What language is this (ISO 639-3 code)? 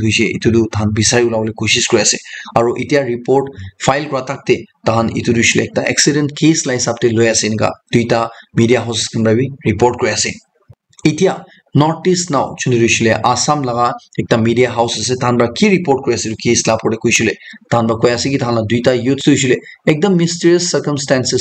nag